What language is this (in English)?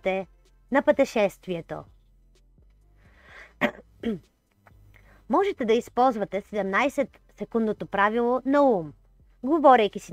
Bulgarian